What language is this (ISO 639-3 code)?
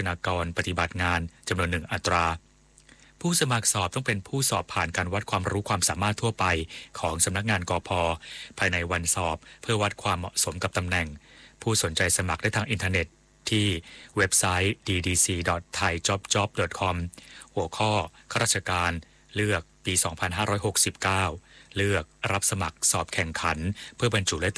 tha